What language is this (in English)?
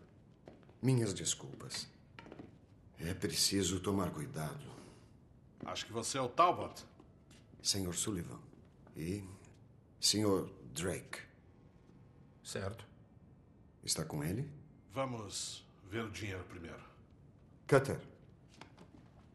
Portuguese